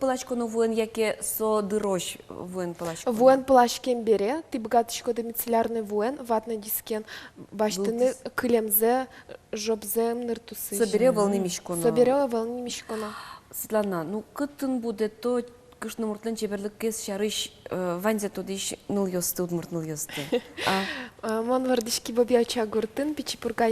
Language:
Udmurt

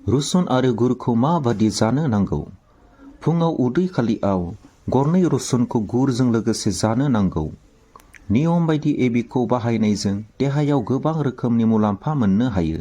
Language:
Bodo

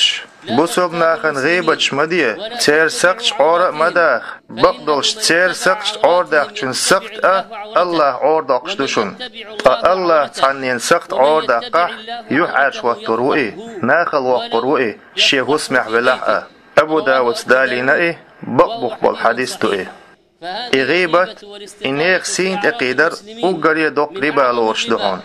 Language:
Chechen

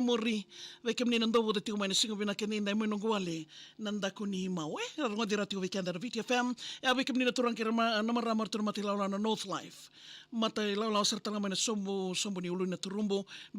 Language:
Fijian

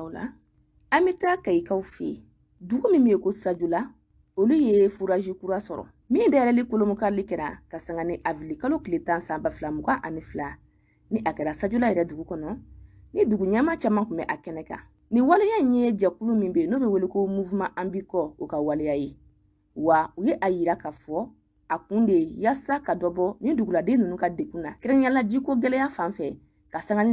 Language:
Bambara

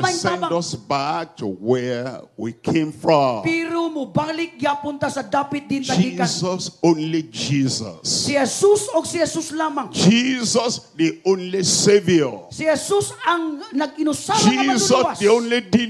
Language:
Cebuano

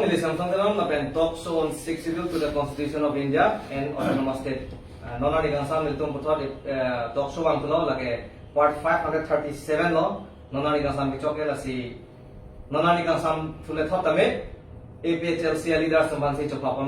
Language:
Karbi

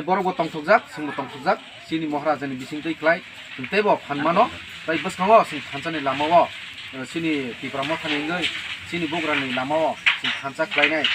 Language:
Kok Borok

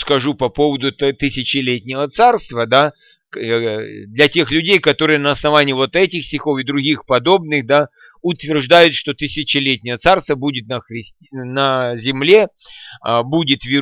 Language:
Russian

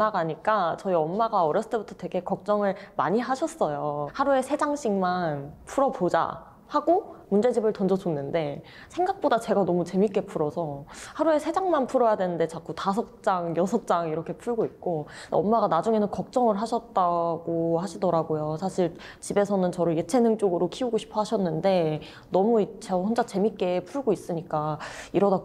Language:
Korean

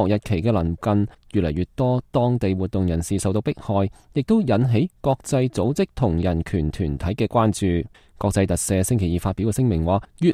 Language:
Cantonese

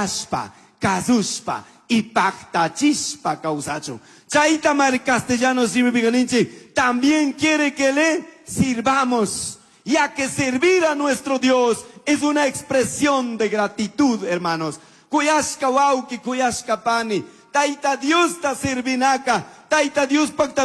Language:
Chimborazo Highland Quichua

